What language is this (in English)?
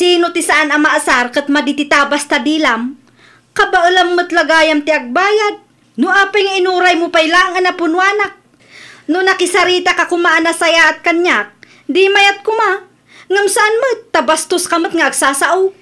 Iloko